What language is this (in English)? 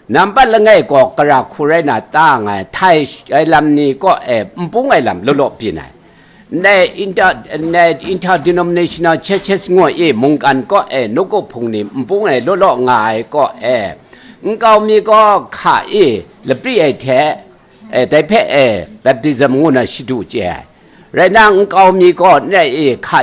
Kachin